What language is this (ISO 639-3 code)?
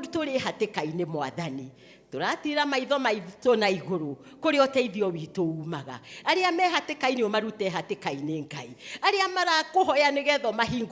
kik